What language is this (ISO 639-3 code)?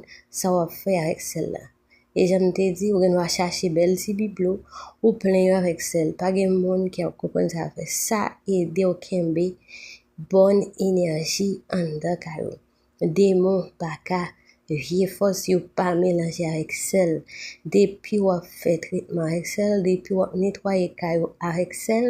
hat